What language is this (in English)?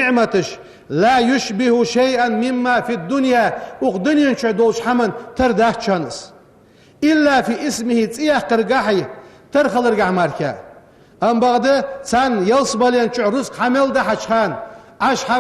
Ingush